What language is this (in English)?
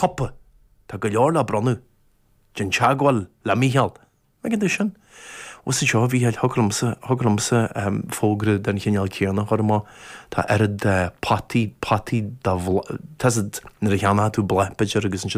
Irish